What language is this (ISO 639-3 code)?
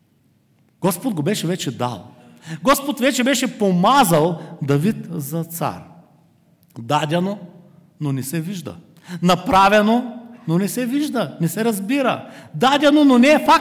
bul